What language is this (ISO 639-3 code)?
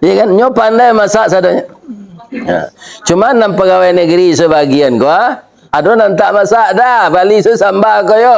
min